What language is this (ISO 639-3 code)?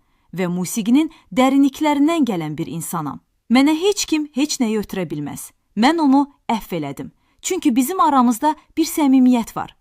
aze